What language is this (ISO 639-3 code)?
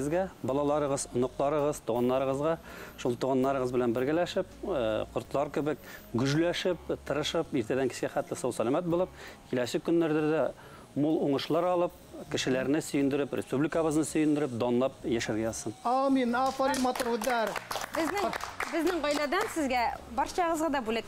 bak